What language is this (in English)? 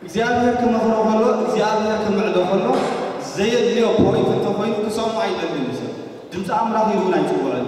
Tigrinya